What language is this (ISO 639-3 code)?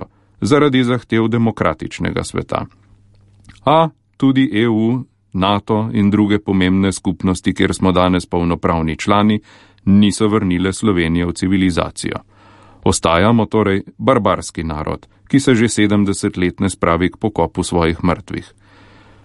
slv